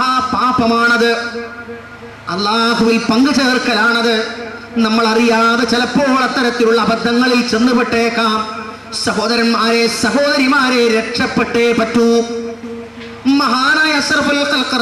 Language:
Malayalam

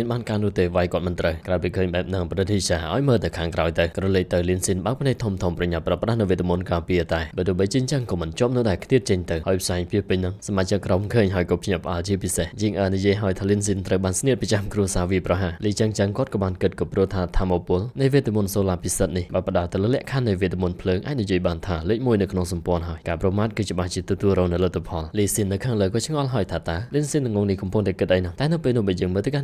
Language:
Khmer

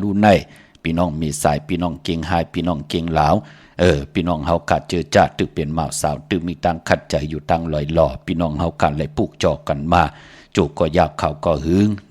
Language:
Shan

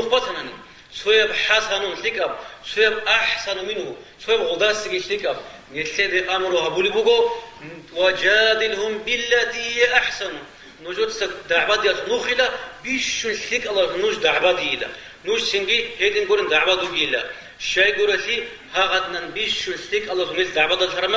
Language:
Avaric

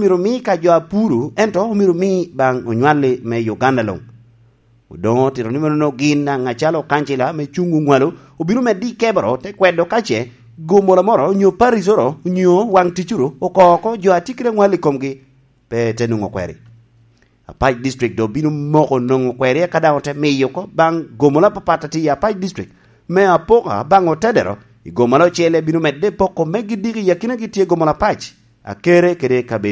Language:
Lango (Uganda)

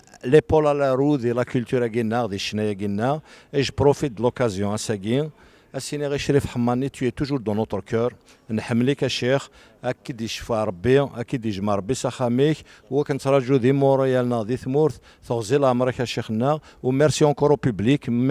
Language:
Kabyle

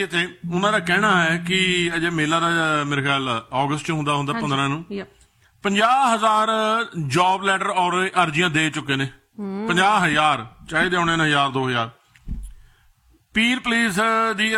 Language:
Punjabi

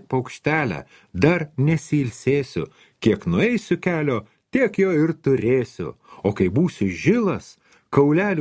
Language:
Lithuanian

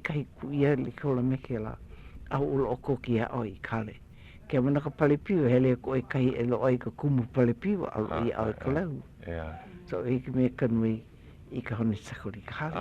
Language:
Hawaiian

